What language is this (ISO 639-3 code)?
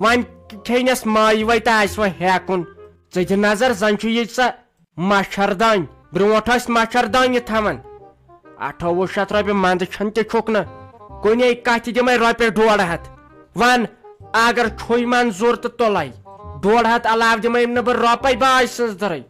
kas